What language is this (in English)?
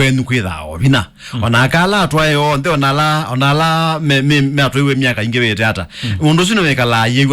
Kamba